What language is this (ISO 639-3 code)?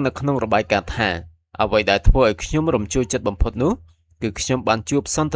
khm